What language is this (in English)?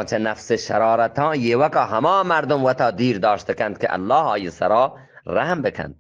Eastern Balochi